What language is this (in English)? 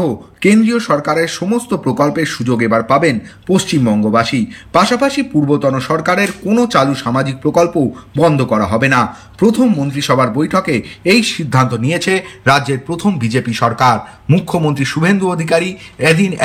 Bangla